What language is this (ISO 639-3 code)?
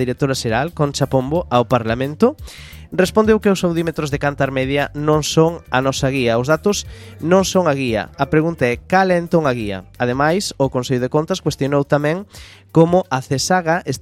glg